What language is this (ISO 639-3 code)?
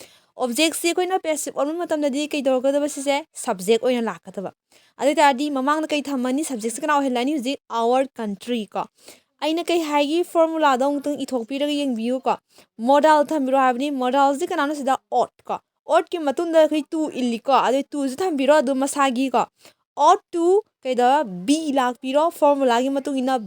mni